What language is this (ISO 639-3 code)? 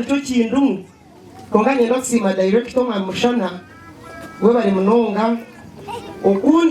nyn